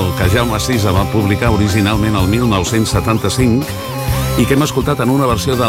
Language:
Catalan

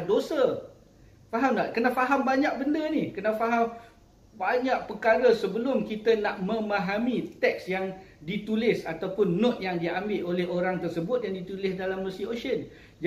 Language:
Malay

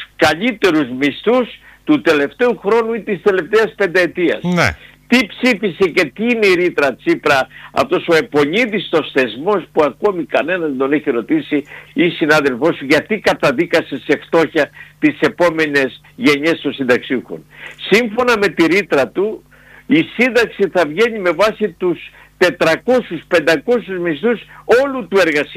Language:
Greek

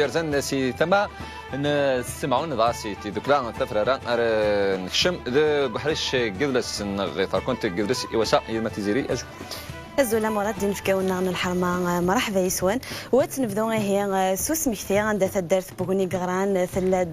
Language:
Kabyle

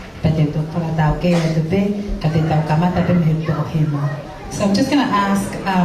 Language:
Tongan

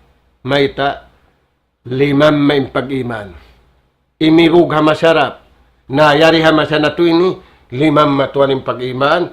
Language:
Tausug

